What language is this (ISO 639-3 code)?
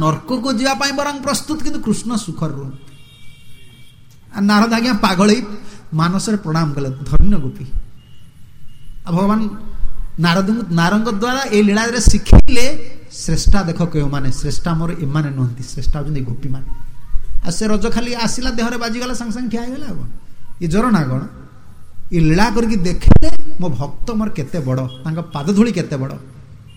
ori